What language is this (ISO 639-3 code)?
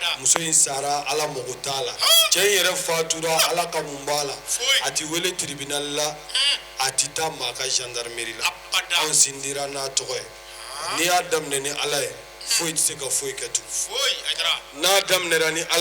bam